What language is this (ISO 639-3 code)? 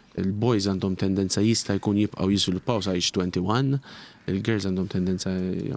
mlt